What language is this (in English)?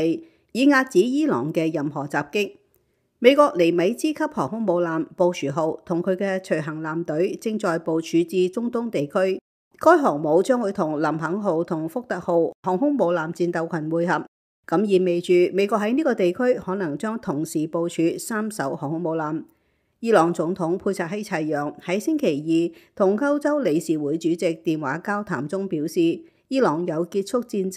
Cantonese